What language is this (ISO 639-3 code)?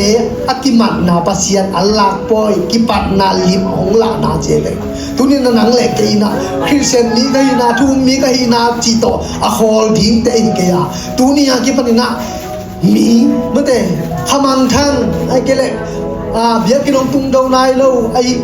ctd